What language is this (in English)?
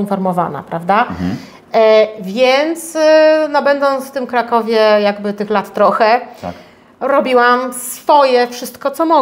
Polish